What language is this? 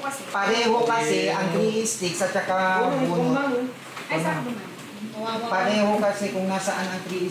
Filipino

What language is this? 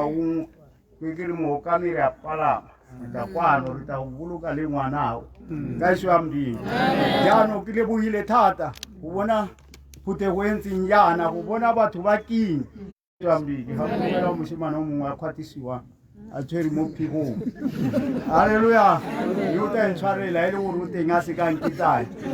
Tswana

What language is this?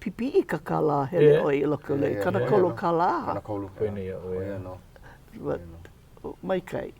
Hawaiian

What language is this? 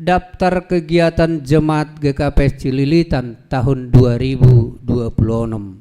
Batak Simalungun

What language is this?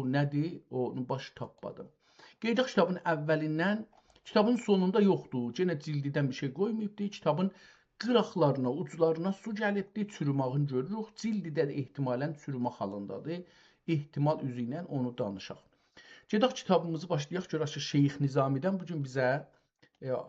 South Azerbaijani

